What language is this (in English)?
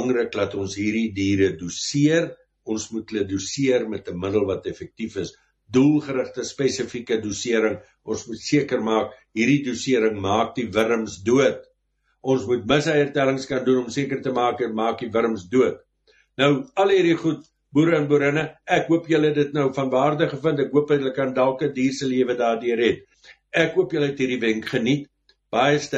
Afrikaans